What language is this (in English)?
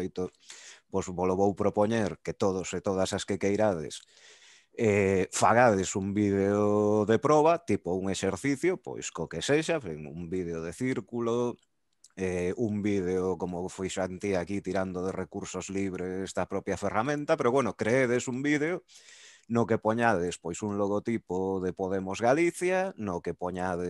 Galician